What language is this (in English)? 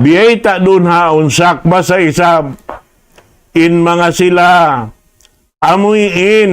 Tausug